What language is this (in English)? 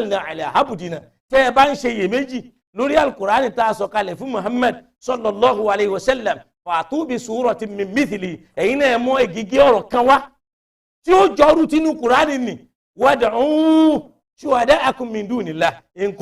Yoruba